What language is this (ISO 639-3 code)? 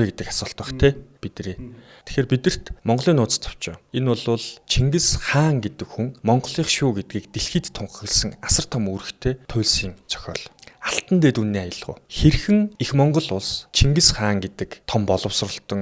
mon